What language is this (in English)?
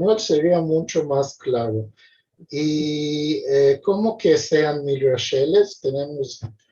Ladino